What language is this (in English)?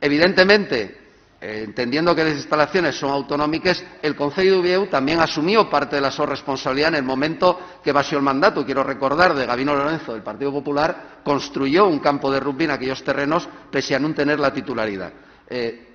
Asturian